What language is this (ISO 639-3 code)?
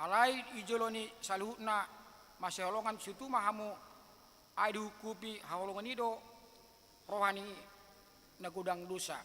bbc